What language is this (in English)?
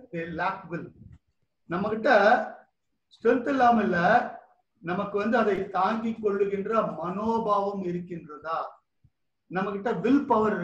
Tamil